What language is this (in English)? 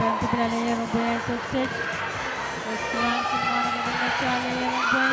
Pohnpeian